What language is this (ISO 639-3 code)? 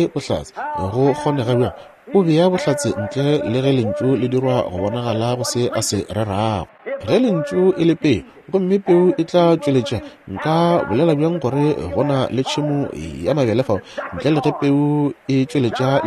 nso